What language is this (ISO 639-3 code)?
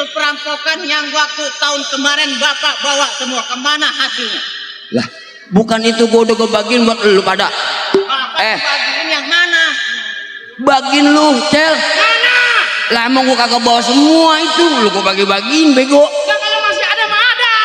bew